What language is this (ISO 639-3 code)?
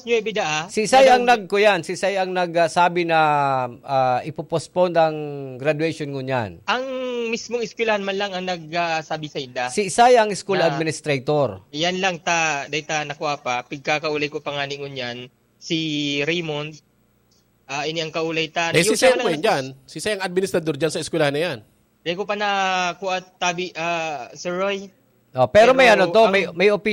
bik